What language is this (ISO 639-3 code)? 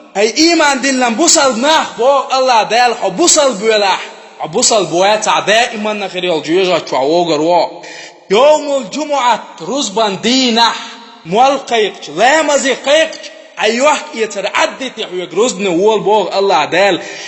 che